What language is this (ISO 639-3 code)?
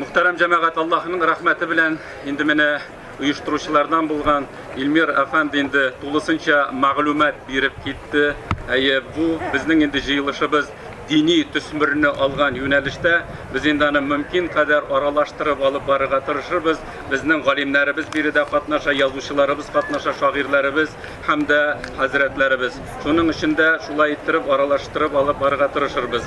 tat